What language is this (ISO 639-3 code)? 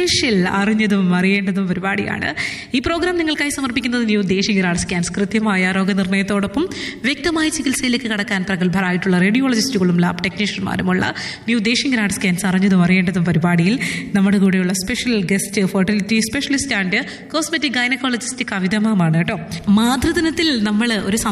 mal